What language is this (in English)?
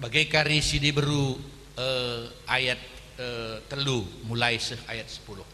Batak Karo